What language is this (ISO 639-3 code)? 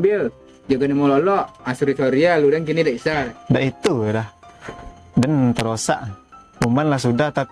min